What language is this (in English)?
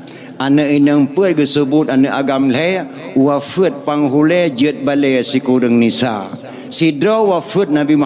Achinese